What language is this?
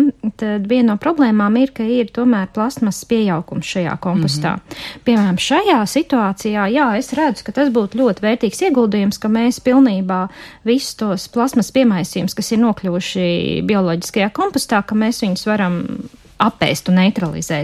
Latvian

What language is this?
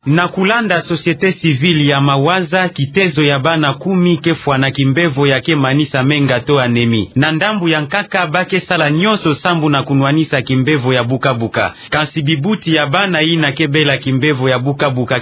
Kituba (Democratic Republic of Congo)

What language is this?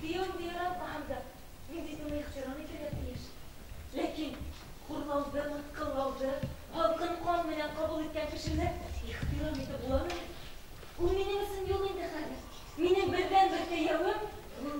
Bashkir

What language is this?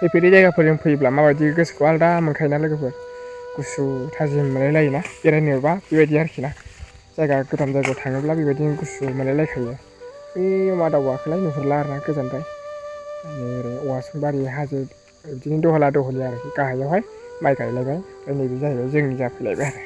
Bodo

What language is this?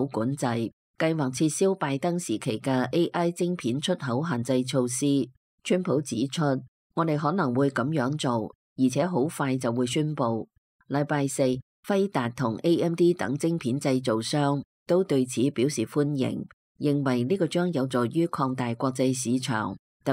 Cantonese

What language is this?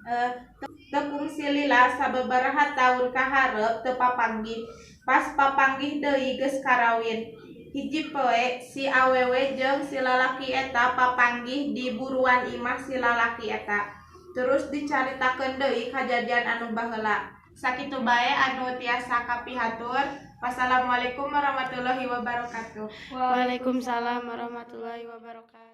Sundanese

